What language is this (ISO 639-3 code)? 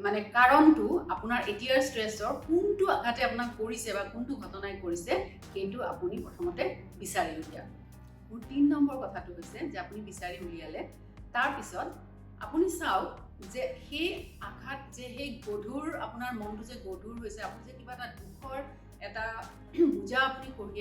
asm